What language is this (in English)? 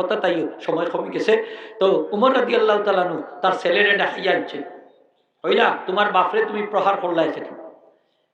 Sylheti